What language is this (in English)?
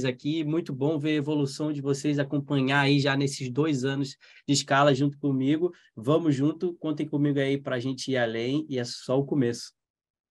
Portuguese